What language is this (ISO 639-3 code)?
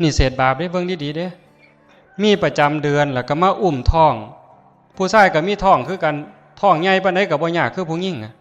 tts